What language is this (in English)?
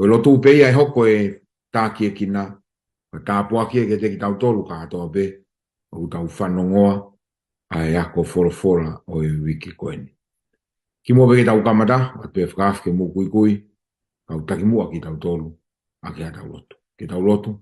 Tongan